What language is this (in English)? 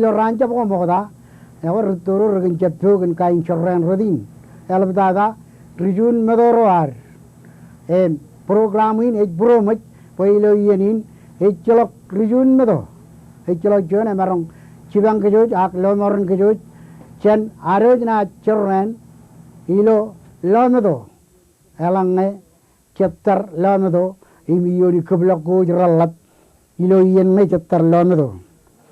Marshallese